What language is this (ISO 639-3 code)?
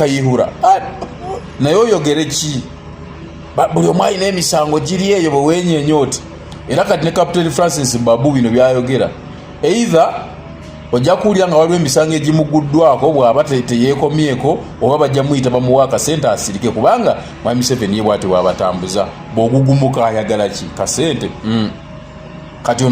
lug